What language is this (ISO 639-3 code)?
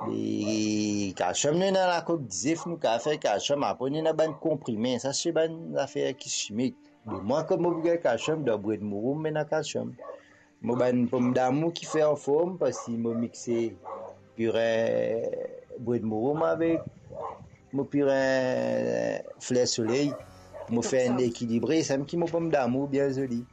mfe